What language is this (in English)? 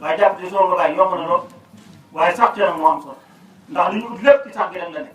Wolof